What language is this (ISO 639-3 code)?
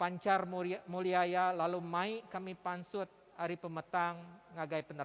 iba